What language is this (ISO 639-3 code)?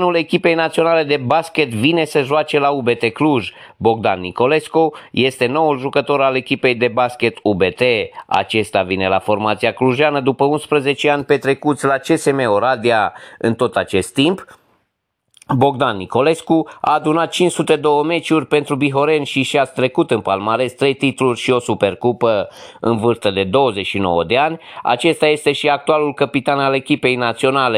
ron